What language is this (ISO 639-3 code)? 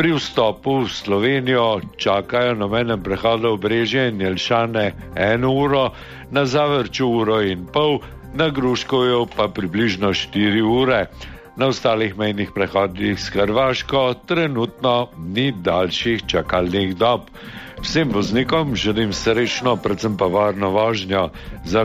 slv